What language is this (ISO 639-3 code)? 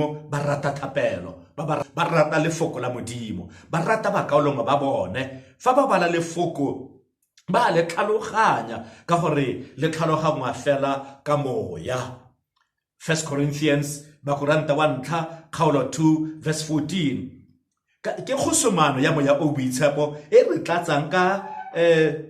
tsn